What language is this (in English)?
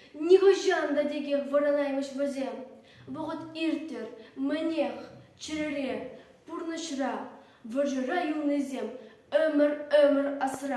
Chuvash